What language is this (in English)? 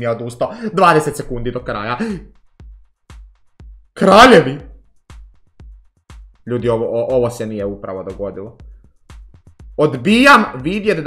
Croatian